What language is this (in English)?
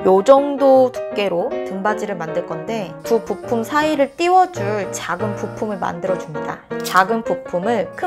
Korean